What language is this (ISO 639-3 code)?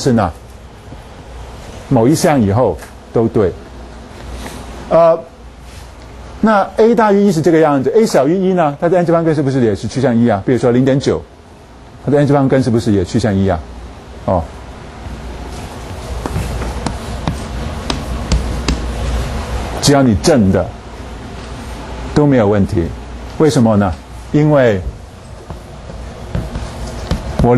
zho